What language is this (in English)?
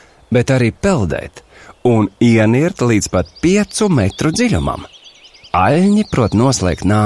Latvian